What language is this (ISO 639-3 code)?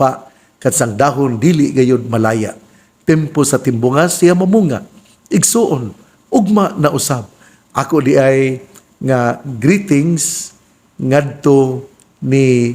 ceb